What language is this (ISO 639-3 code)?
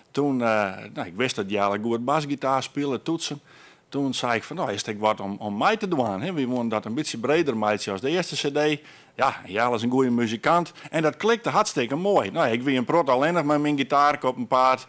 fry